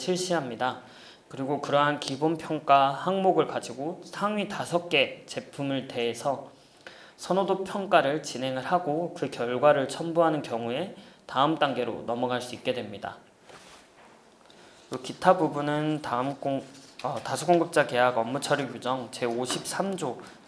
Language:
Korean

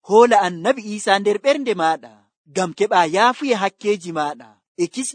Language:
Nigerian Fulfulde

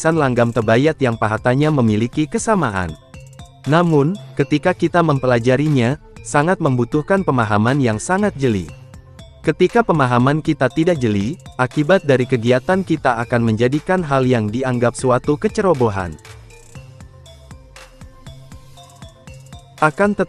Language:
Indonesian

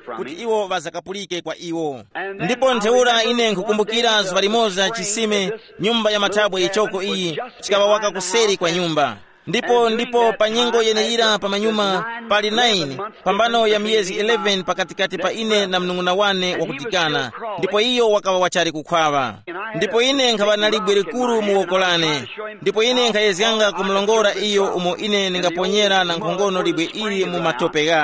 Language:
Tumbuka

